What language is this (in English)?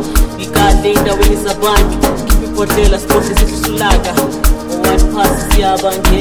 Zulu